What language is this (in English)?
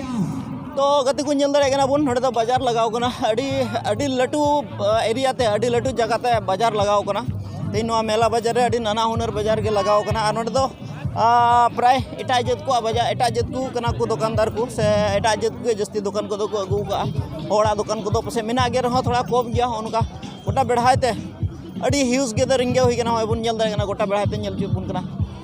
Santali